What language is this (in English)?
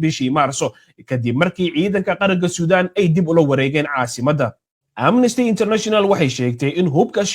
Somali